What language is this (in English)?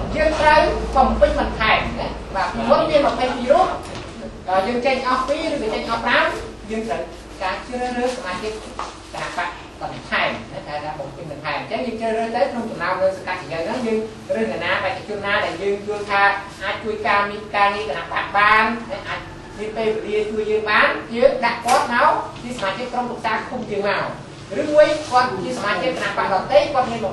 Khmer